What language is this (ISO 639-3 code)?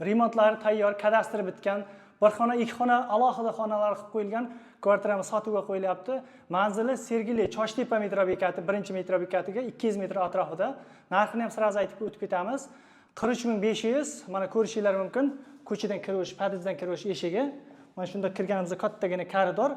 uzb